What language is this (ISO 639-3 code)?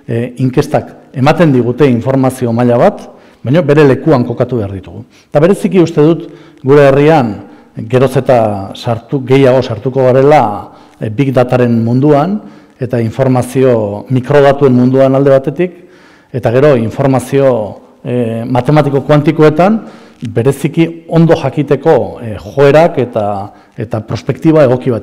eus